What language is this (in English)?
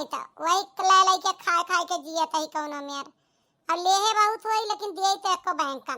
Awadhi